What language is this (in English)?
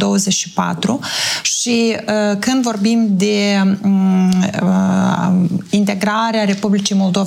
Romanian